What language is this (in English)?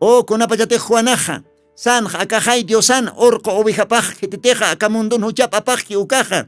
Aymara